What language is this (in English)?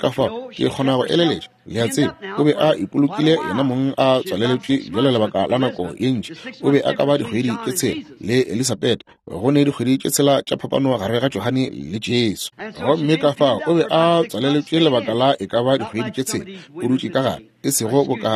Northern Sotho